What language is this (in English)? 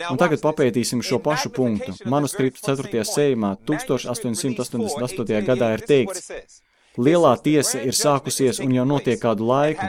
Latvian